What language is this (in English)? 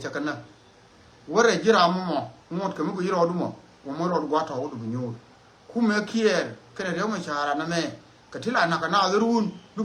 Nuer